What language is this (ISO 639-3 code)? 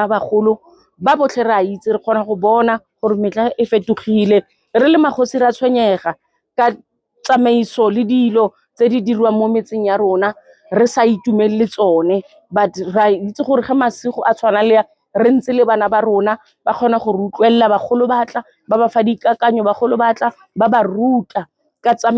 tsn